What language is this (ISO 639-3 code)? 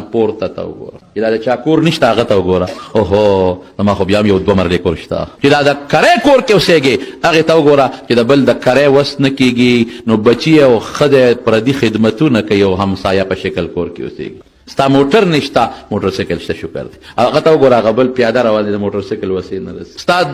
pus